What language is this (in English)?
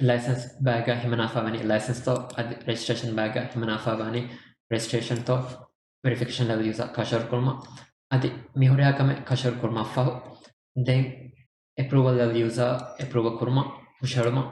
Divehi